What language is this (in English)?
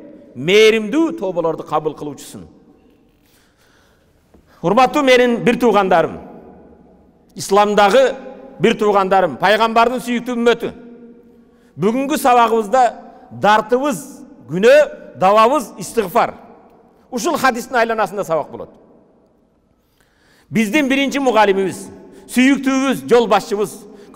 Kyrgyz